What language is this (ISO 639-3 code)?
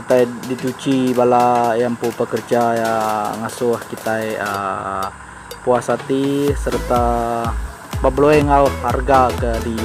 iba